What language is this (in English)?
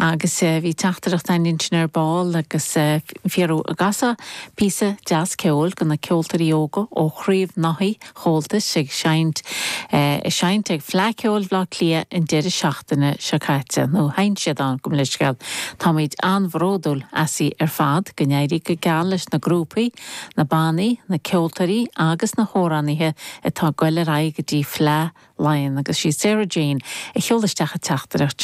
Irish